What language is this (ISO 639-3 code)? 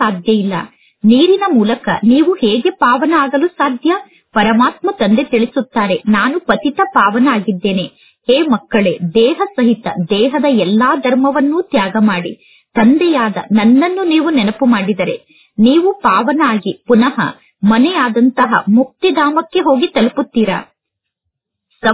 kan